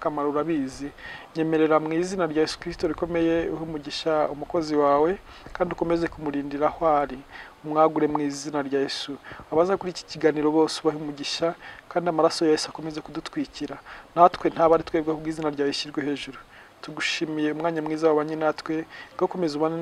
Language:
Kinyarwanda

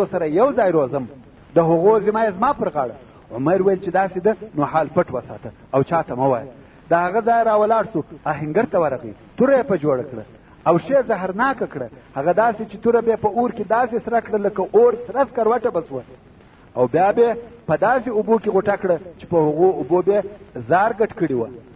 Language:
Pashto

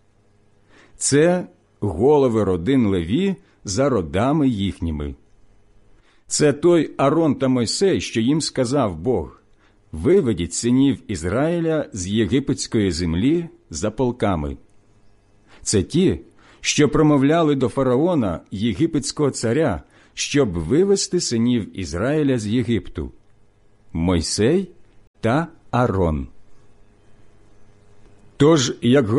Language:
Ukrainian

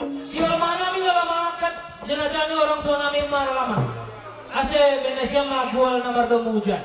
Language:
Batak Simalungun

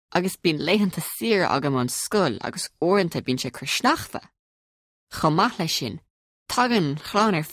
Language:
Irish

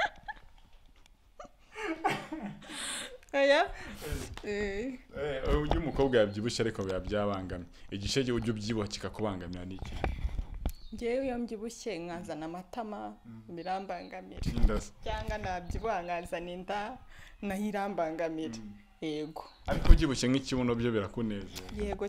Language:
Kinyarwanda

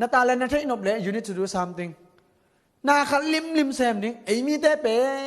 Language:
Tedim Chin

